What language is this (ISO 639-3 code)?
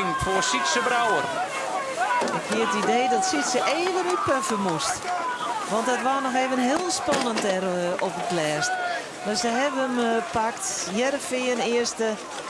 fry